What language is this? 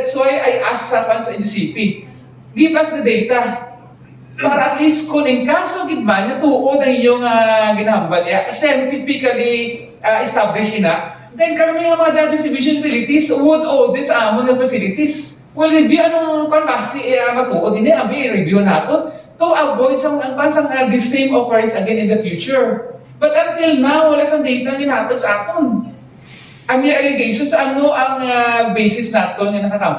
Hiligaynon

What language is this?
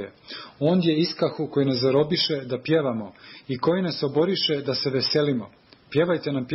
Serbian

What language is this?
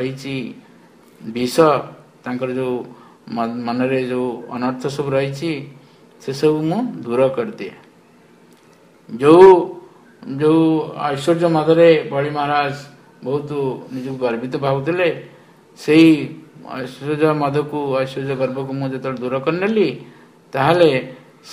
Odia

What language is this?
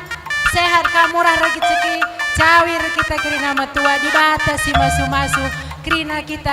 Batak Karo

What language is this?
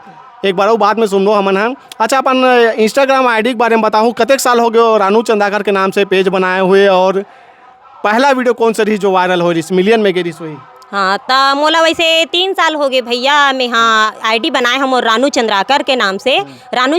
Chhattisgarhi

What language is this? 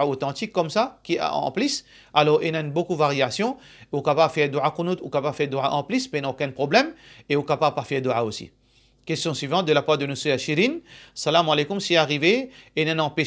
Morisyen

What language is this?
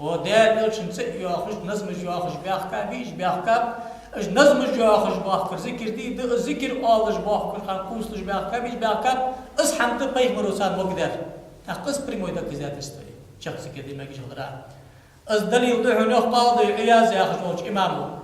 Ingush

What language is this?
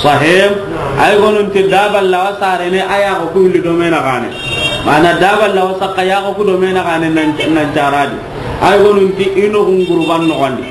Soninke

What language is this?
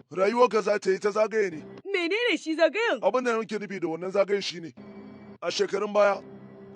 Hausa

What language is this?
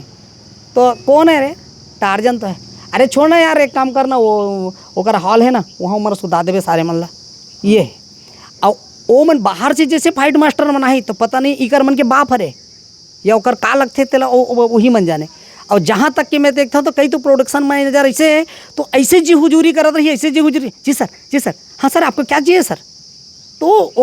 Chhattisgarhi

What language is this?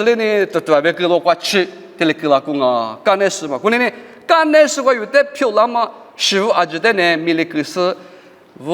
Lisu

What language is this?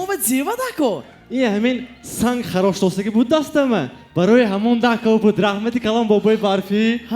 Tajik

